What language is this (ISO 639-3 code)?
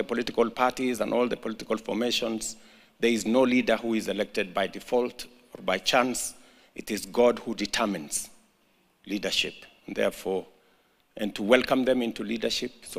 guz